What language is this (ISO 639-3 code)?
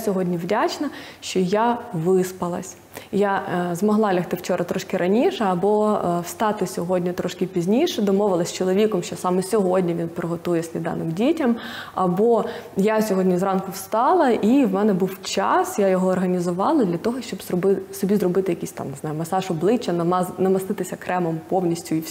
ukr